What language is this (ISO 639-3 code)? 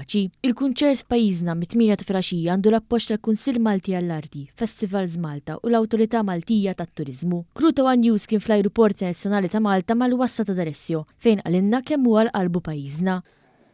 mlt